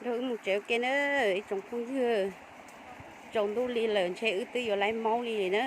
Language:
Hmong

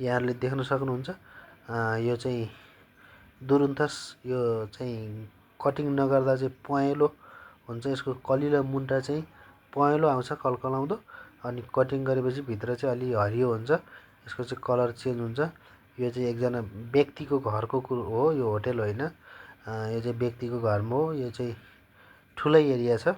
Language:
Nepali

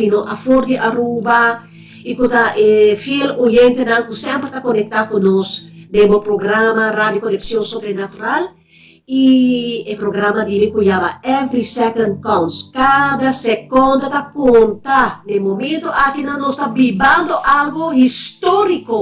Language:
Papiamento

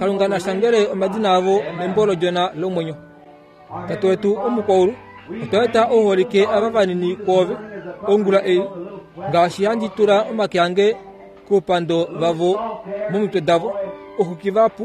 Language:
Kuanyama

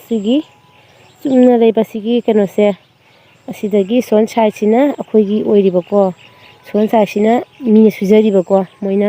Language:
Manipuri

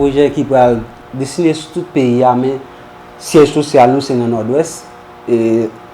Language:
Haitian Creole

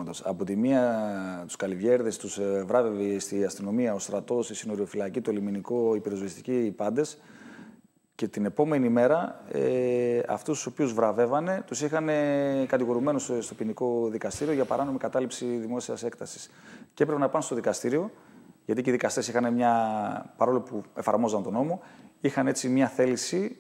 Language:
Greek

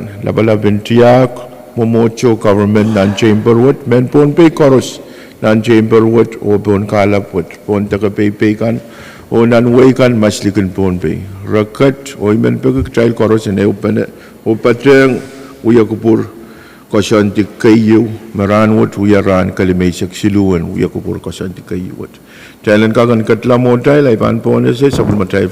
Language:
Pohnpeian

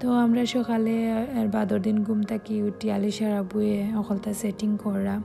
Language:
Sylheti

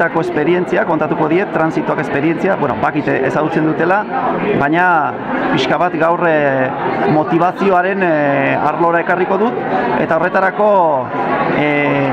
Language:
Basque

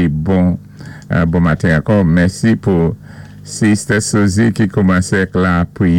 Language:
Saint Lucian Creole French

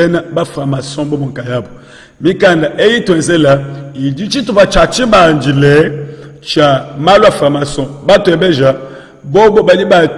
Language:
Luba-Lulua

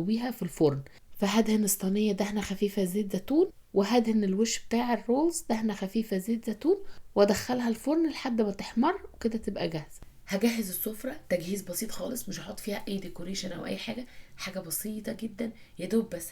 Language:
Egyptian Arabic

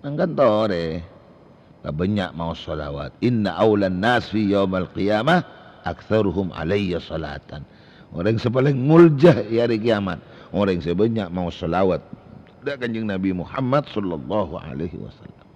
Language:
Madurese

